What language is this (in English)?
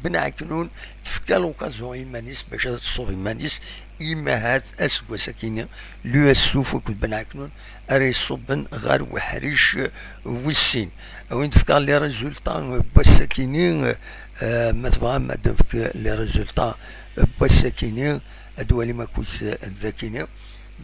Kabyle